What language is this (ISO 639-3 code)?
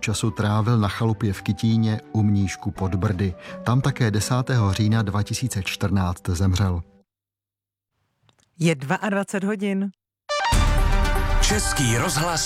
ces